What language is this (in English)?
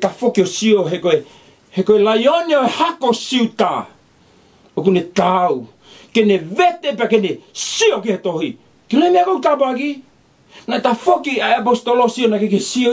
Tongan